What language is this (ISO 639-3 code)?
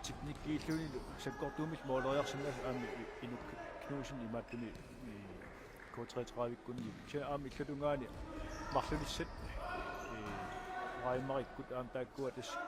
kal